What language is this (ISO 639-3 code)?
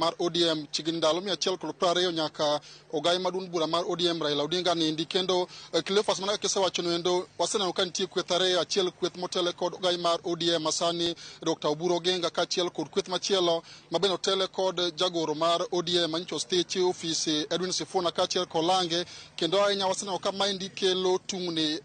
luo